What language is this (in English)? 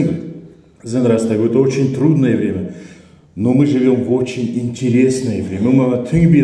Ossetic